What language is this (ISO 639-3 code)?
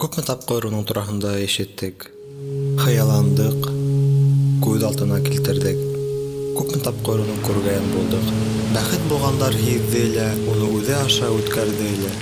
bak